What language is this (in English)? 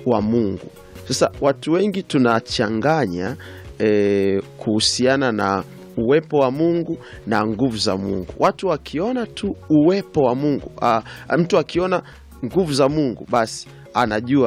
Swahili